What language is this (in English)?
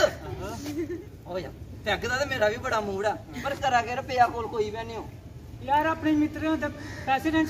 Dogri